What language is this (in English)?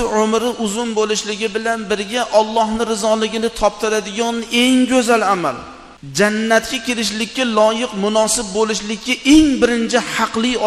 Uzbek